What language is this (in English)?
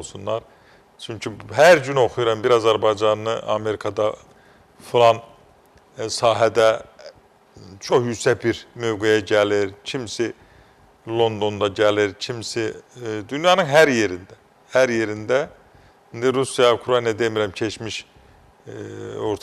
Azerbaijani